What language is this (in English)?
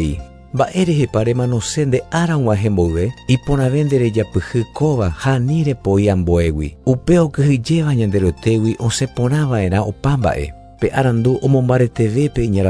Guarani